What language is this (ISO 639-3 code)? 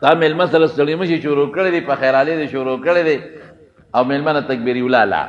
pus